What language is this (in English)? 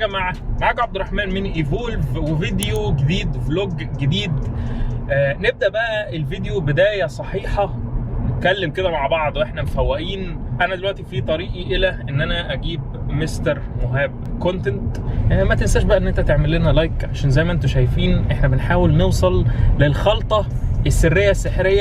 Egyptian Arabic